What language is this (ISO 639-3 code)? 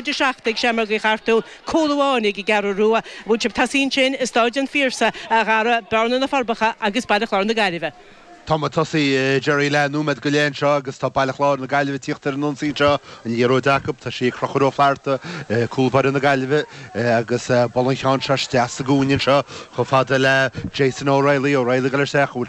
gle